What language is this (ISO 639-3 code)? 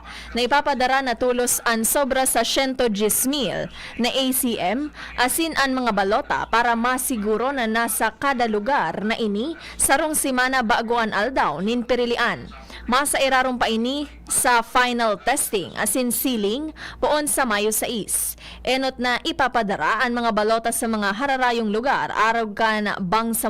bik